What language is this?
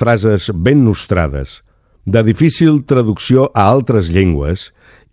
Catalan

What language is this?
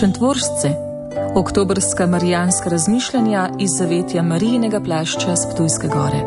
Slovenian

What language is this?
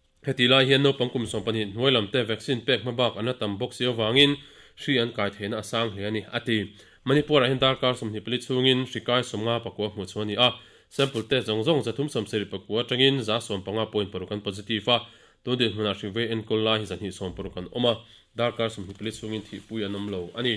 Mizo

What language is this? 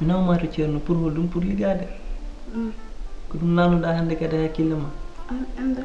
Fula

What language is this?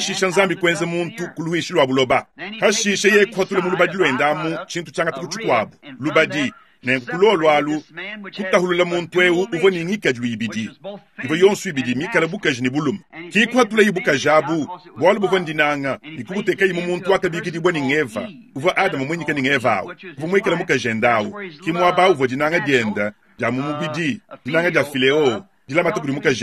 Luba-Lulua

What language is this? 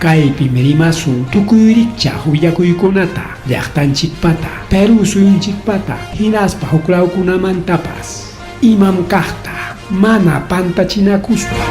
Ayacucho Quechua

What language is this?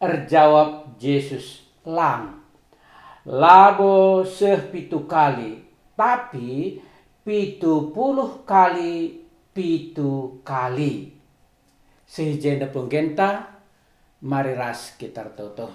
Batak Karo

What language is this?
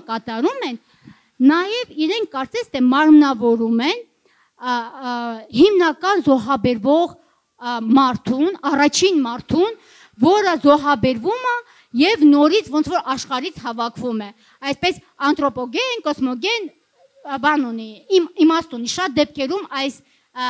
Armenian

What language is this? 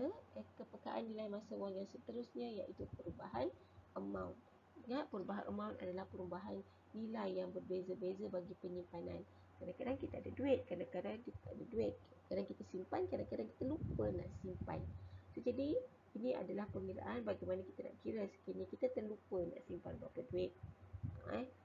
Malay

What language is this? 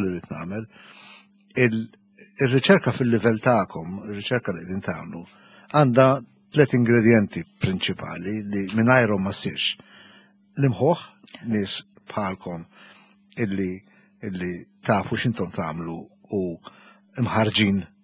Maltese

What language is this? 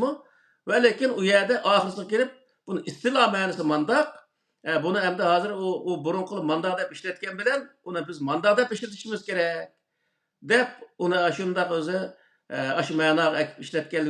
Uyghur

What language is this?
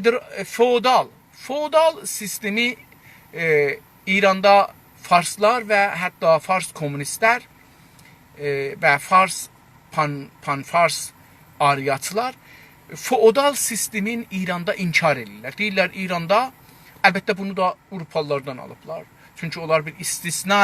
South Azerbaijani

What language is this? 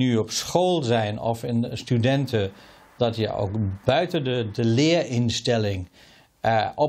Dutch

